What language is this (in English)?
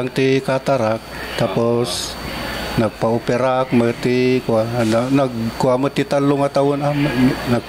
Iloko